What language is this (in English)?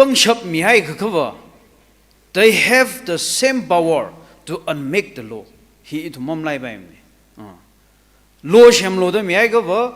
Tangkhul Naga (India)